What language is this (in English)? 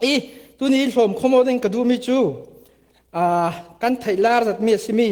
Falam Chin